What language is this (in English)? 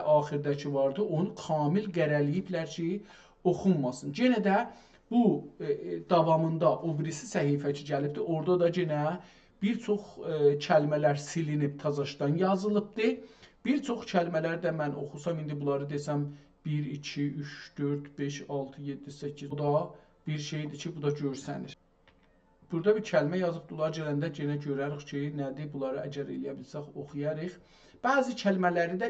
South Azerbaijani